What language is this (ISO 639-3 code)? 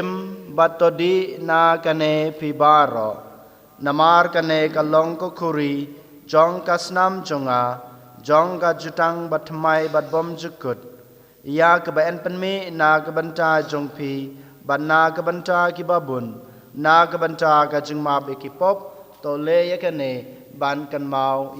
kha